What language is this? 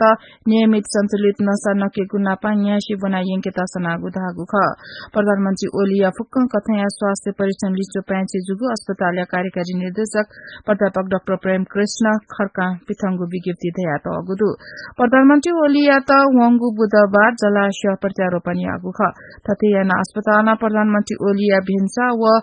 Newari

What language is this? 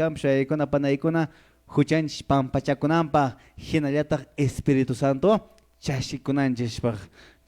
Quechua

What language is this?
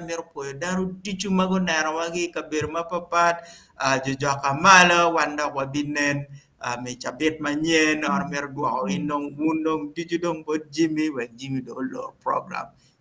Acoli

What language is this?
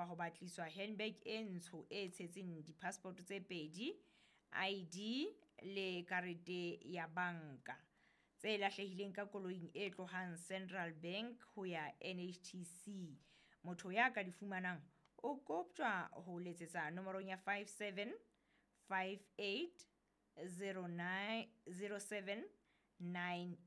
Southern Sotho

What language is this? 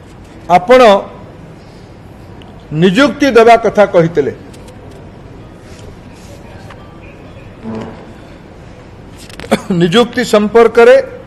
Odia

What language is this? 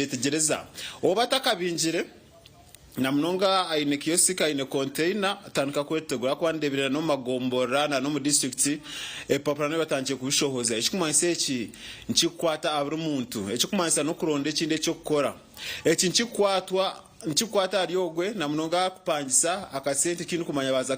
Nyankole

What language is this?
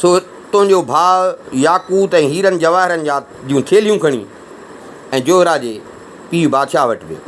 Sindhi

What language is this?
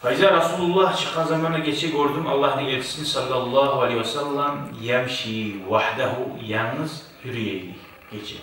Kumyk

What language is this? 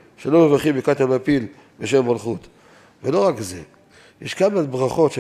Hebrew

